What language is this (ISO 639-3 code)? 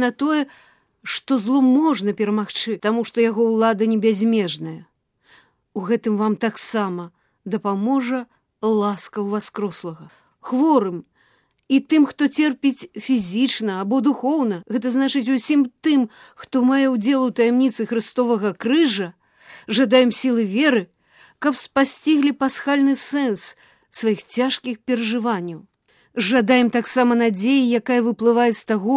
bel